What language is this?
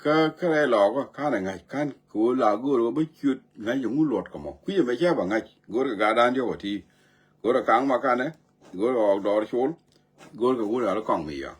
Nuer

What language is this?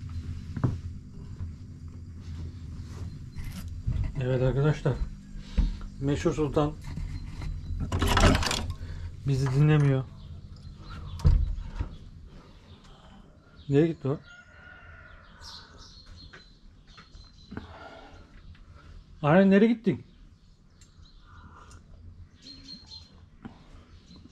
Turkish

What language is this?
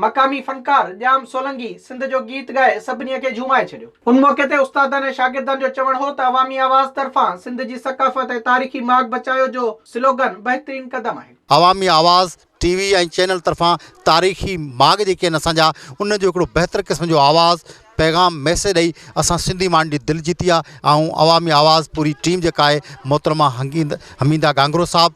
Sindhi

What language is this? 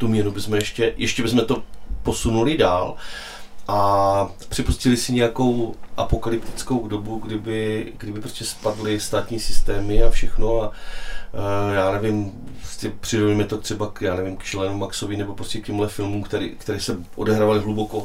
Czech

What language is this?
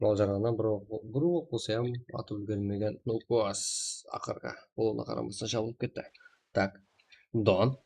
Kara-Kalpak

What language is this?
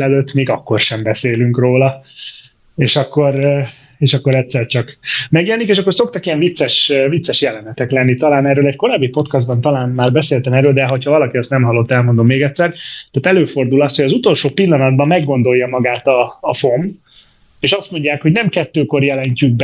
Hungarian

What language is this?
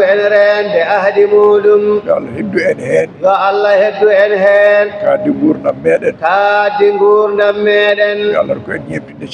Fula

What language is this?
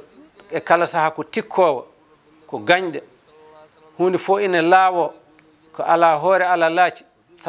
Fula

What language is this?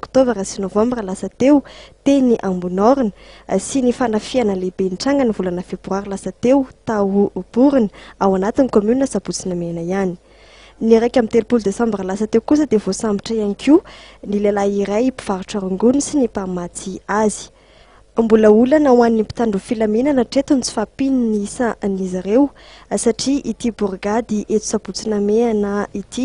Malagasy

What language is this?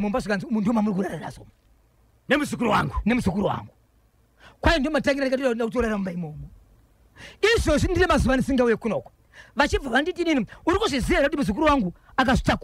Shona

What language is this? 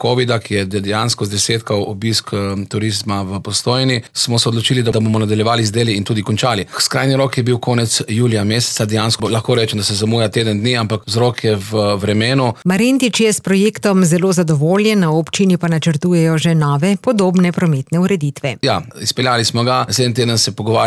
Slovenian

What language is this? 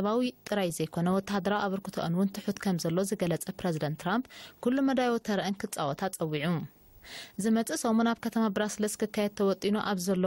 Tigrinya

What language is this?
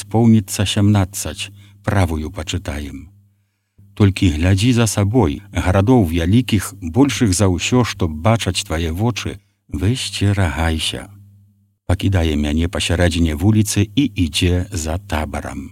Belarusian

